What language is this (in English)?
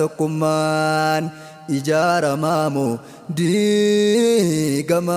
Oromo